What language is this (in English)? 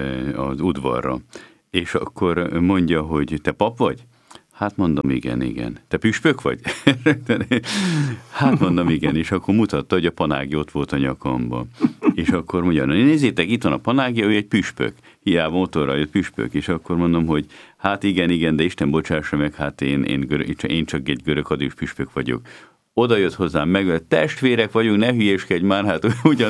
Hungarian